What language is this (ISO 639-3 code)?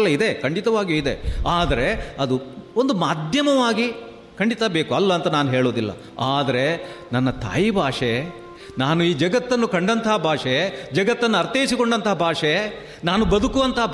kan